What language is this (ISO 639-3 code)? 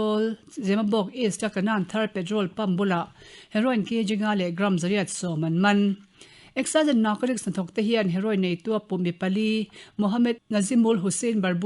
lus